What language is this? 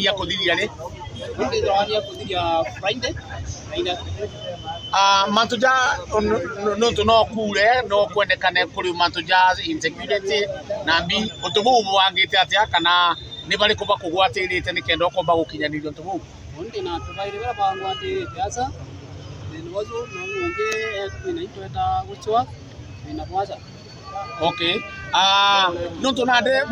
Meru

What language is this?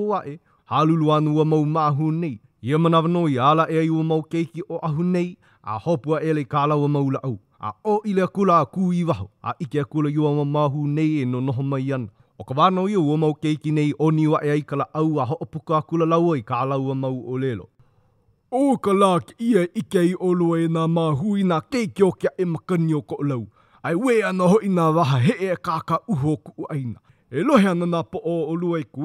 Hawaiian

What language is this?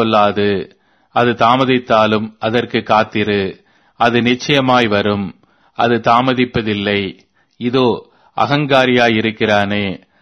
Tamil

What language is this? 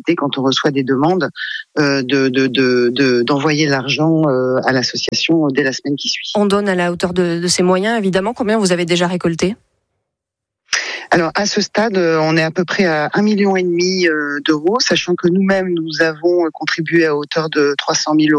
French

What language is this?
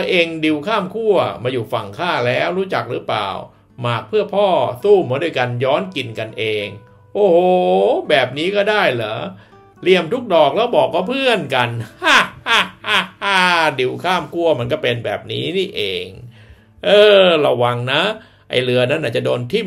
Thai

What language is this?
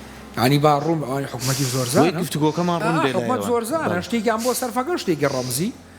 Central Kurdish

